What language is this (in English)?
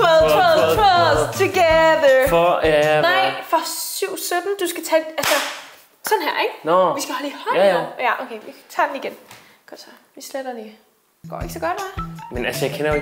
Danish